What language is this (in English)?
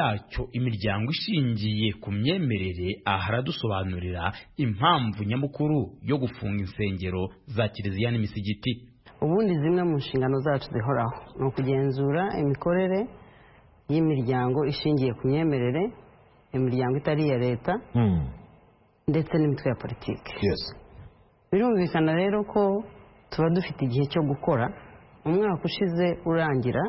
Kinyarwanda